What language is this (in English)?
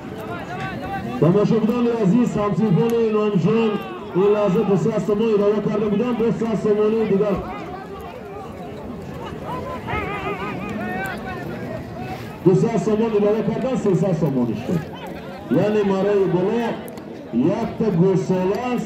Tajik